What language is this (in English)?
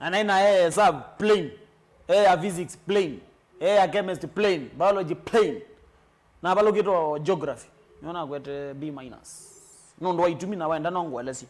Kamba